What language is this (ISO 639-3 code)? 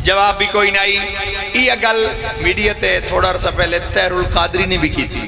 phr